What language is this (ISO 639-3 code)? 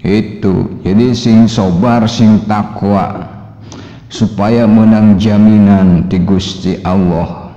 sun